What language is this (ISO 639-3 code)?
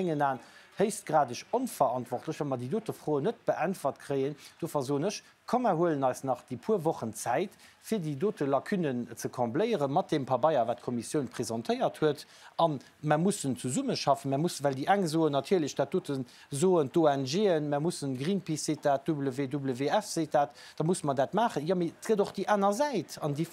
ltz